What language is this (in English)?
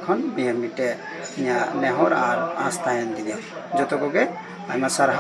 Santali